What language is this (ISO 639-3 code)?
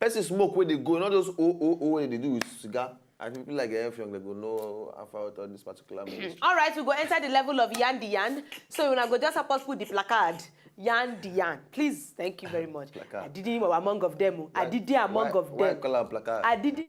pcm